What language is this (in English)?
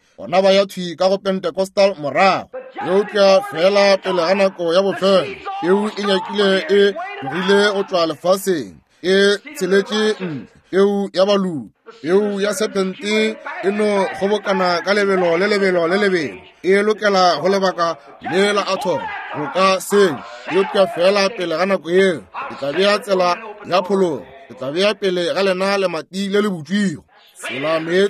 Northern Sotho